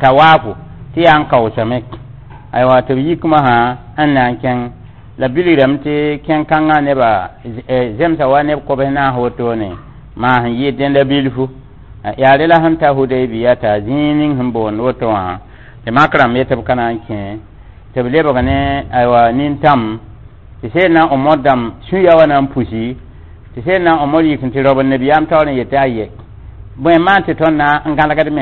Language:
Mossi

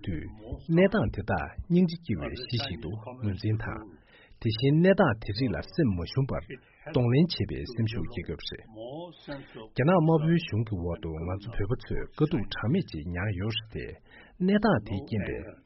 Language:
Tibetan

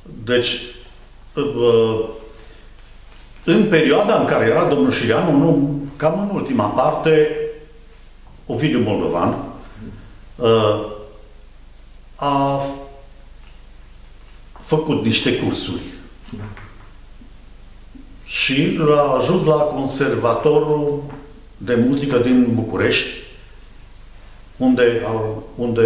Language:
Romanian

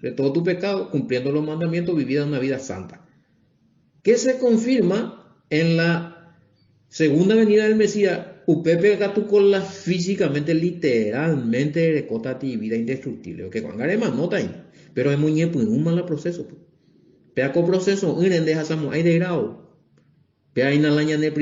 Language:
Guarani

